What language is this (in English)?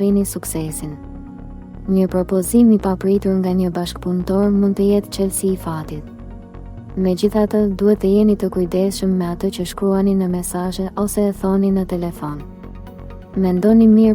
Albanian